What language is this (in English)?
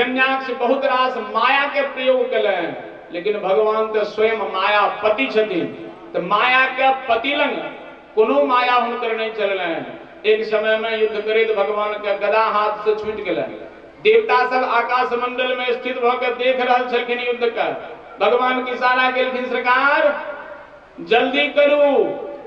Maithili